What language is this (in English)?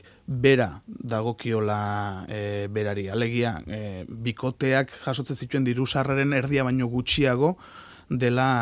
Basque